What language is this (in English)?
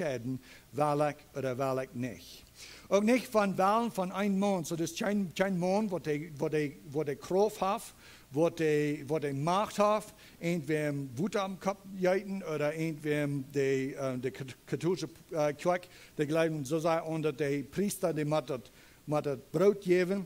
Plautdietsch